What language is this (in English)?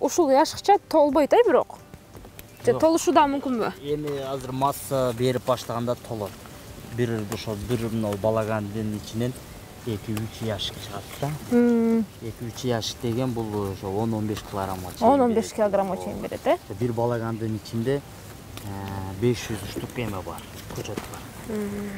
Kyrgyz